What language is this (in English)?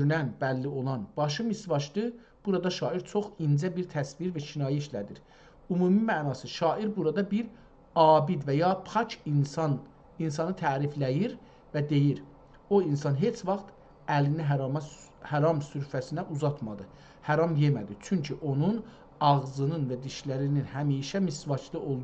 South Azerbaijani